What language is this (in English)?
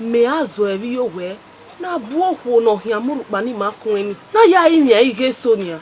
Bini